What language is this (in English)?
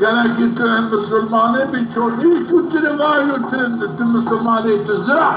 Zaza